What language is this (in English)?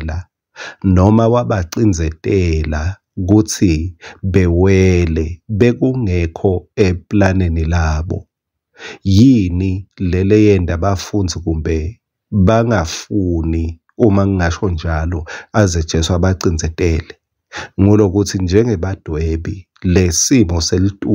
Swati